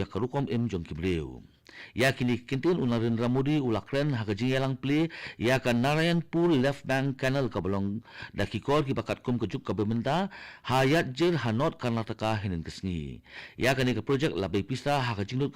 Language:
Khasi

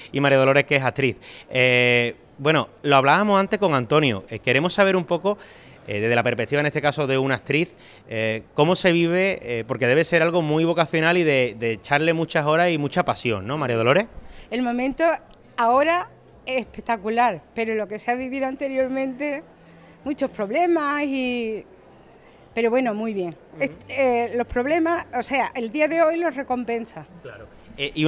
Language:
Spanish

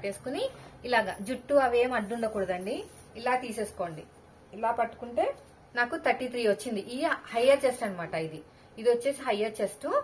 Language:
Telugu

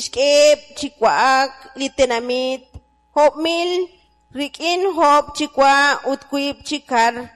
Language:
Kekchí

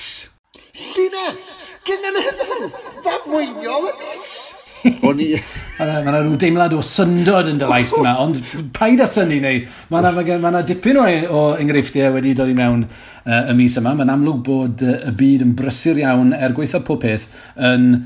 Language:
Welsh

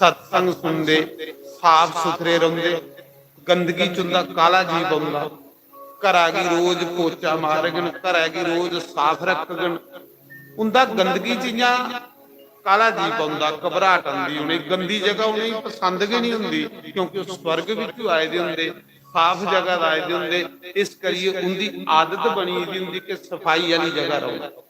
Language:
Dogri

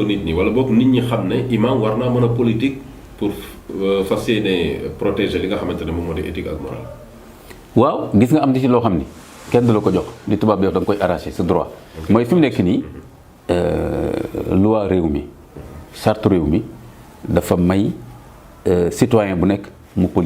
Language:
Wolof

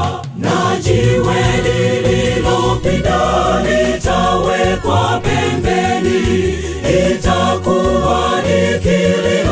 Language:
Swahili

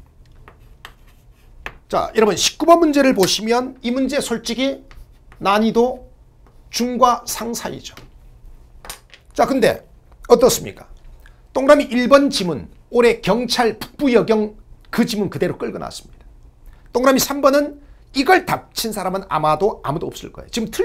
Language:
Korean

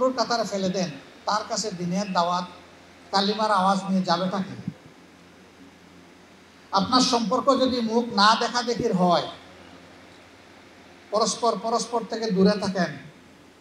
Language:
Bangla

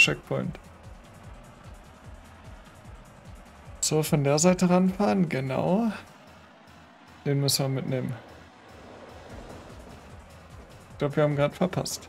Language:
German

